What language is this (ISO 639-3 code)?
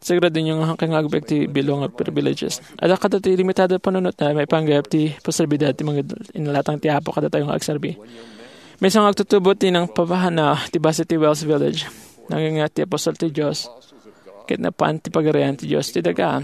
ilo